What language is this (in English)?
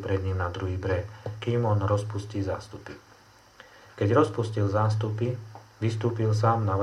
Slovak